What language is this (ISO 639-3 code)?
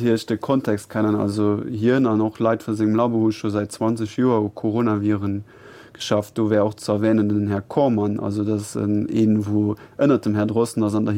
ltz